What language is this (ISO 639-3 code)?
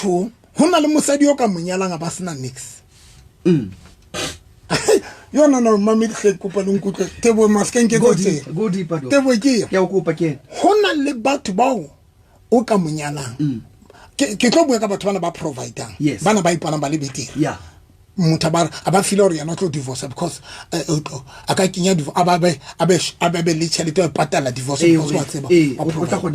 sot